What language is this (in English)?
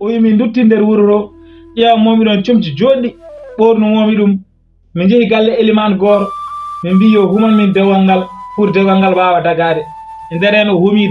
Fula